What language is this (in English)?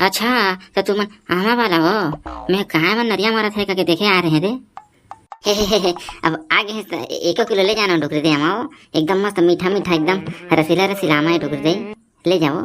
Chhattisgarhi